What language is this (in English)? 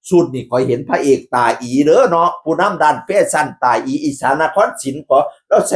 Northeastern Thai